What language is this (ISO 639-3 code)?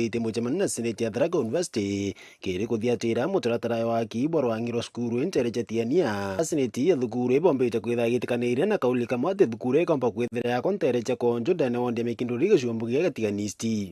mer